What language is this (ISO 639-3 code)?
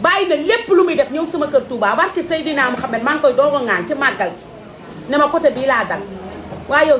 wol